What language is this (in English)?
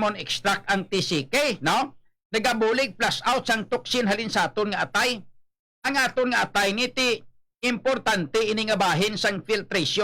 Hiligaynon